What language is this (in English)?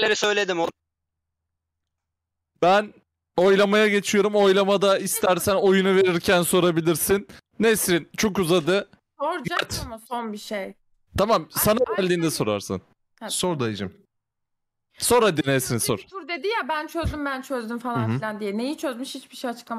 Turkish